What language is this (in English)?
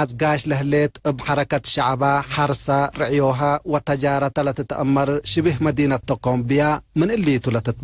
Tigre